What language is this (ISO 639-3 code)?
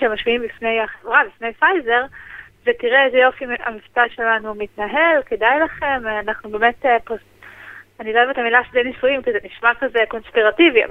heb